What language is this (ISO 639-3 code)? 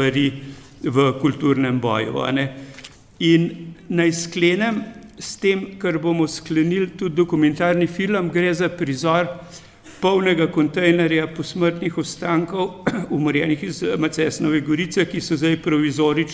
slv